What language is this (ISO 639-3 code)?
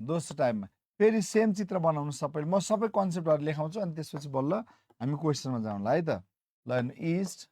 nep